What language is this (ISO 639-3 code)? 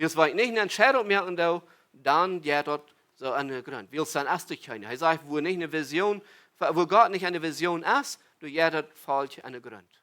pdt